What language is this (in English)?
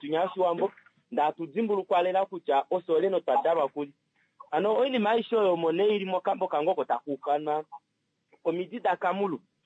Kuanyama